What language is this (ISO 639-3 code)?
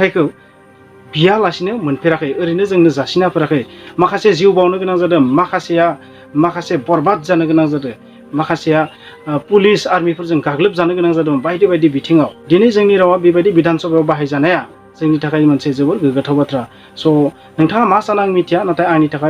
brx